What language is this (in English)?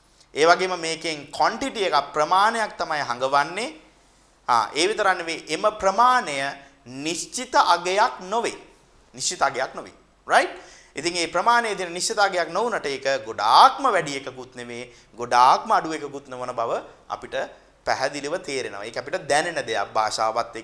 Sinhala